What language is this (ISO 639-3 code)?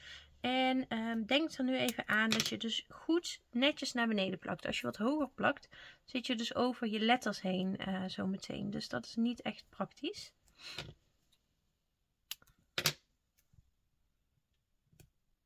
nld